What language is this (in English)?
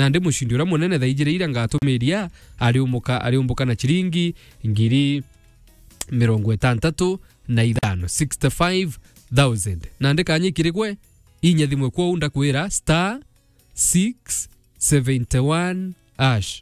Meru